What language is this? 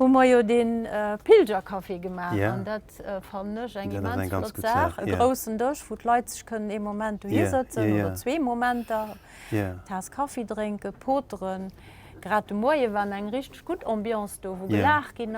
Luxembourgish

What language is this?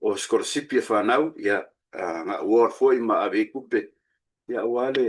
Samoan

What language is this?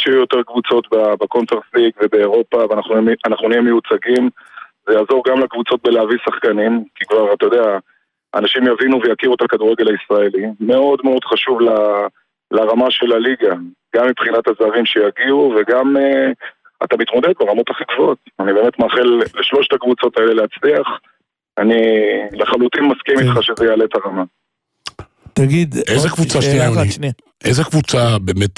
Hebrew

